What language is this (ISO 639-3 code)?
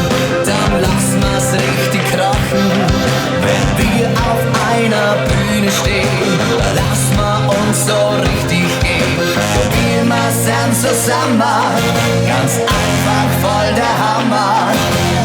bar